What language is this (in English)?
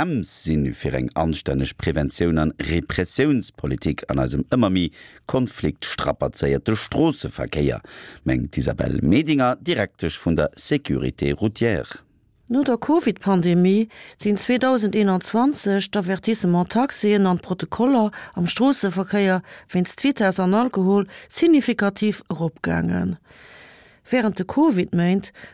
Luxembourgish